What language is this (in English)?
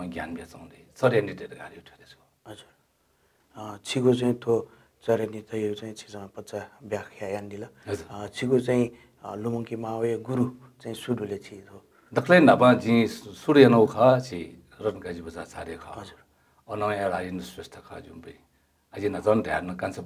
Newari